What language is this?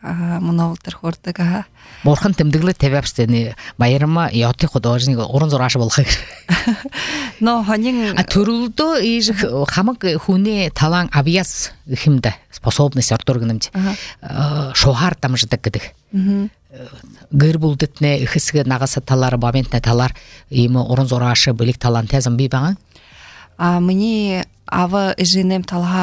Buriat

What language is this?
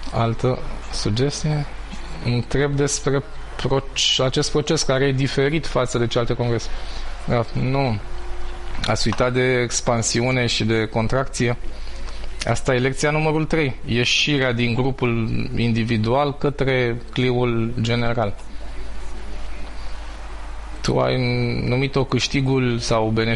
Romanian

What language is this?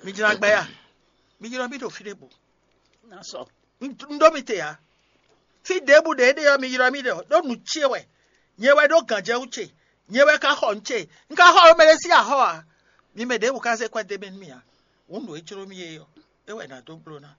Fon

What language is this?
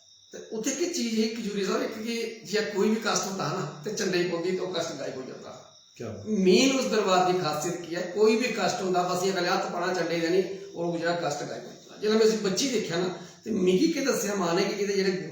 Dogri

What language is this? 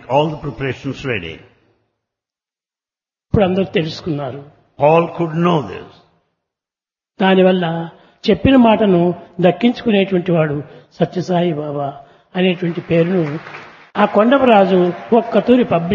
Telugu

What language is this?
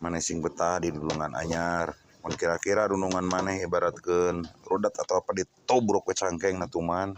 Sundanese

